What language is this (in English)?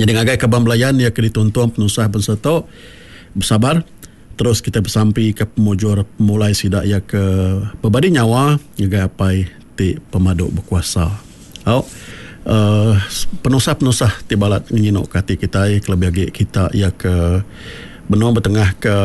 Iban